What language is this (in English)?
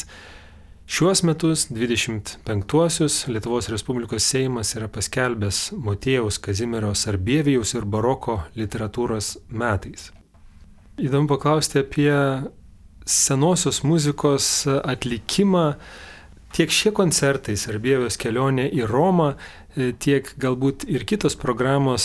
Lithuanian